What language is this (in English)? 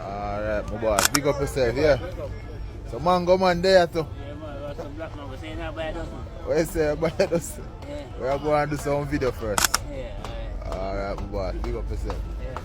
Jamaican Creole English